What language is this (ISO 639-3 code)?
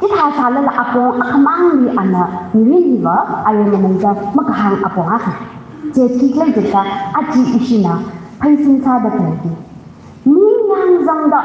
nmf